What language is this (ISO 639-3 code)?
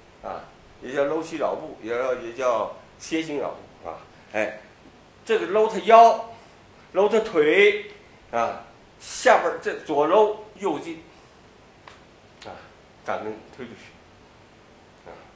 zho